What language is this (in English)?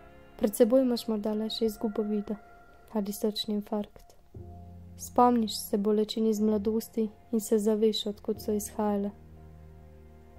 Slovenian